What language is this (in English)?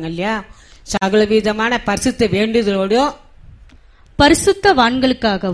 Tamil